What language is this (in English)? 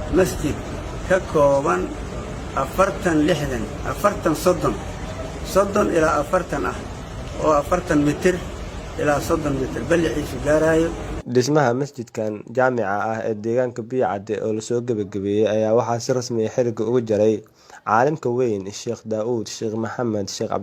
Somali